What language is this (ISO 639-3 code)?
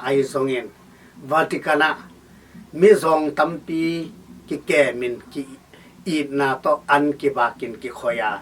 ctd